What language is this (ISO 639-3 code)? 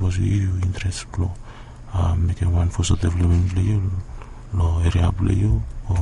bis